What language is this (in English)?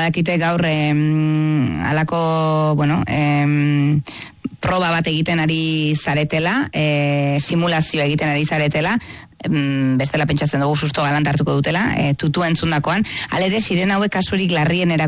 Basque